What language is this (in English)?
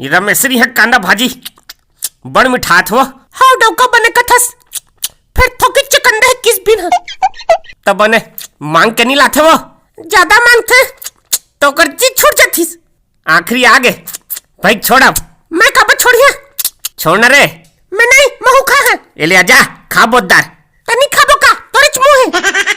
Chhattisgarhi